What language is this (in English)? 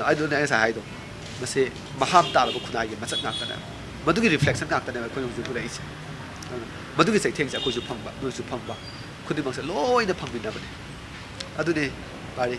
Manipuri